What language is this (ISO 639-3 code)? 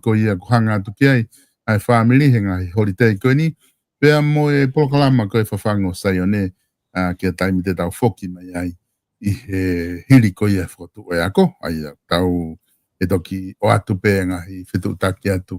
ton